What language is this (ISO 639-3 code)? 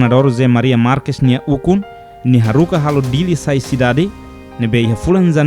tet